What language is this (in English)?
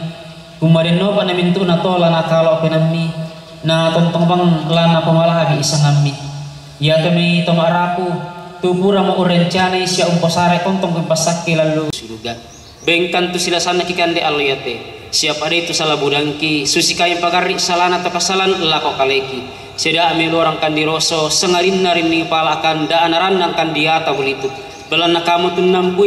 Toraja-Sa'dan